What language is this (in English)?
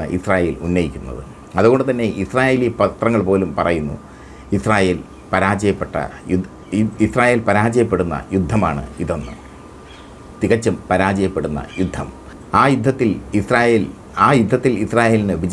Malayalam